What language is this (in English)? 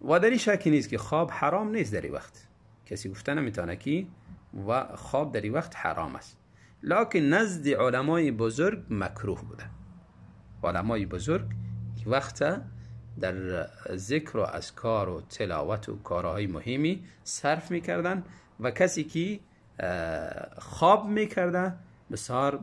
Tajik